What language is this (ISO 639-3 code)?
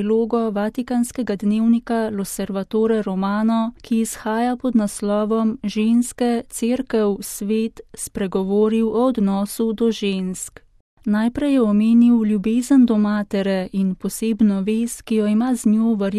slv